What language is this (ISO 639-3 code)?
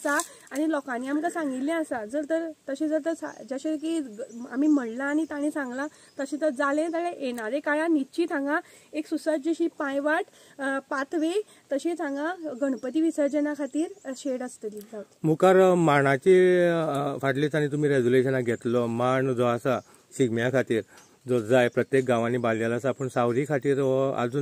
kok